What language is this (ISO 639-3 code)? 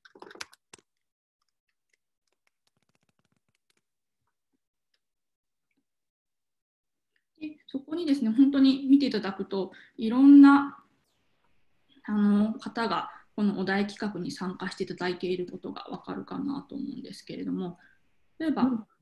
jpn